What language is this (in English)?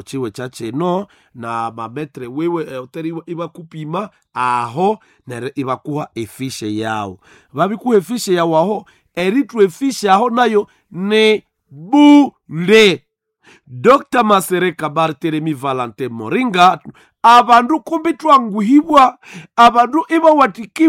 Nande